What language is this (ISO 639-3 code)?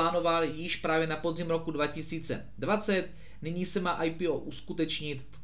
ces